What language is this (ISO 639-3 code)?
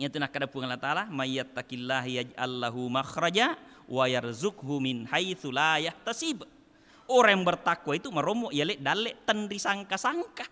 bug